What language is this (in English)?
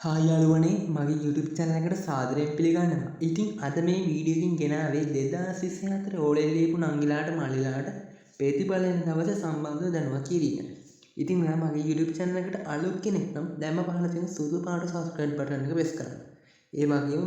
Sinhala